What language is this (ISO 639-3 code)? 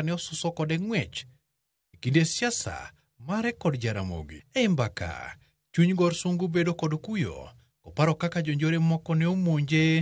luo